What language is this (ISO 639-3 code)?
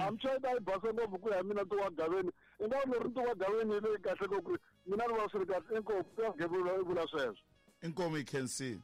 tso